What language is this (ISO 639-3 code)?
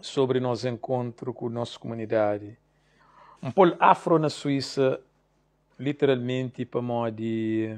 kea